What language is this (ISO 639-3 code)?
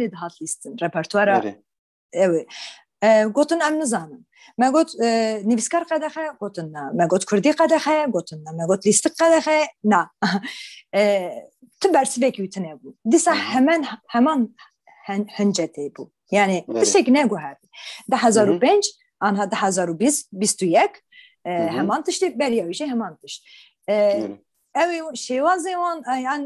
kur